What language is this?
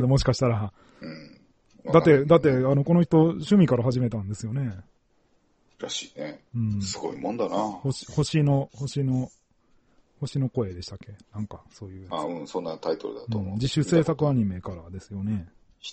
Japanese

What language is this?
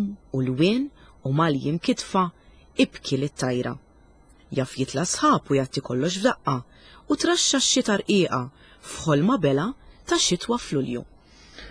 Maltese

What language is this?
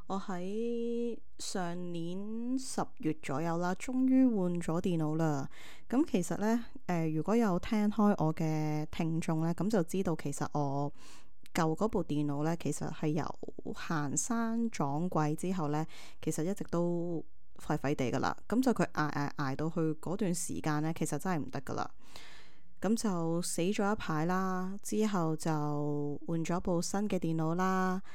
Cantonese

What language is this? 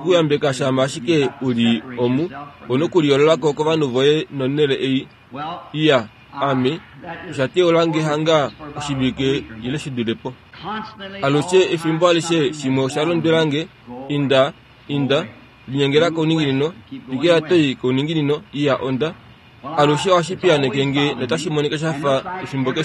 Kuanyama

